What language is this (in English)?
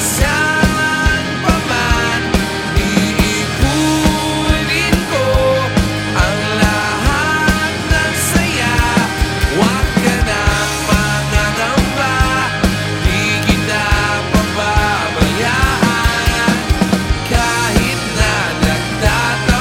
Filipino